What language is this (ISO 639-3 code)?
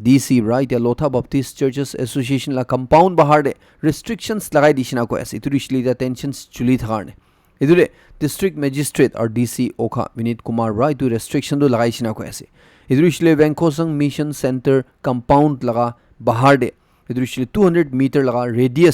nag